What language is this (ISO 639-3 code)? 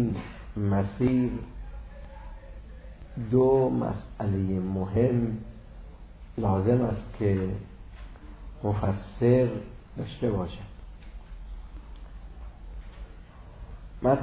fas